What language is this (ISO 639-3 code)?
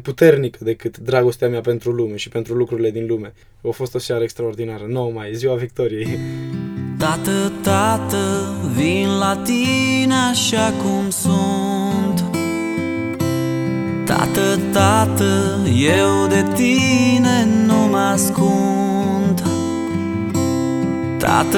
ron